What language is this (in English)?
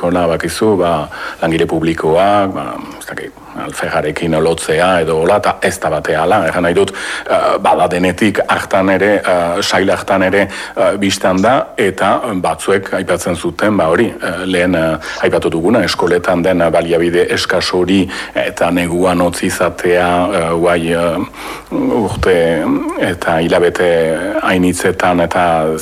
Basque